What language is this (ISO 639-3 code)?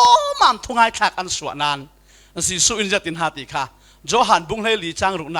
cfm